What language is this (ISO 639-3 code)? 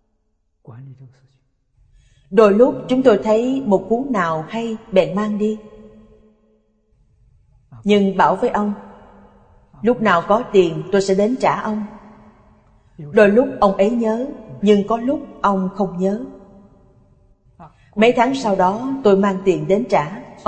vie